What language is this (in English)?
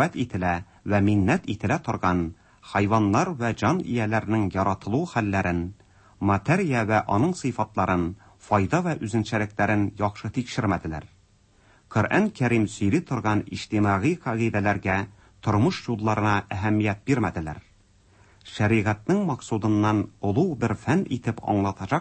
Tatar